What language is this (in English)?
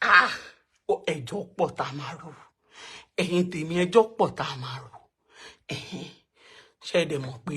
Yoruba